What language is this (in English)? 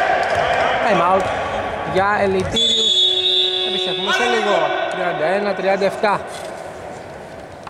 Greek